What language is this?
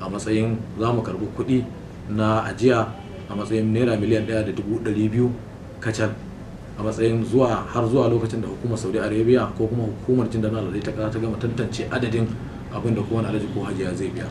Hausa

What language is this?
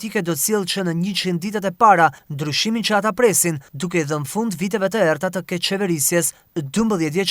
Albanian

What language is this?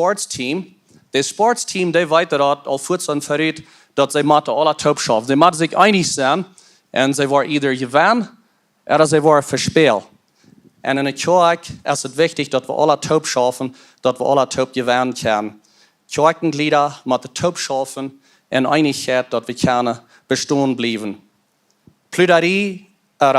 Plautdietsch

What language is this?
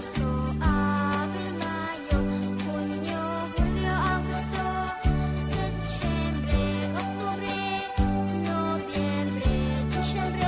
Iloko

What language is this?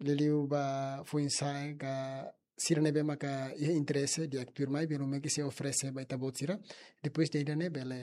Tetum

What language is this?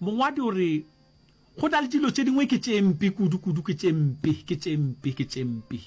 Northern Sotho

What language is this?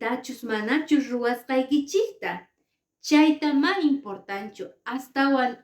Quechua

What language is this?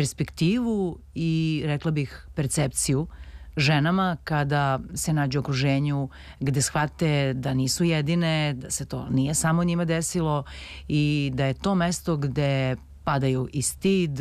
Serbian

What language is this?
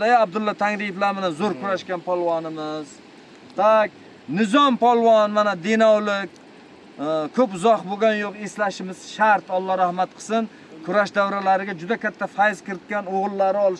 Uzbek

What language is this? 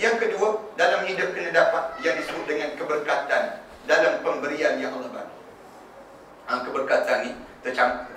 Malay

